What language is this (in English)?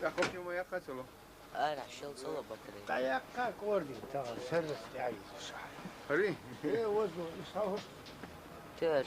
Chechen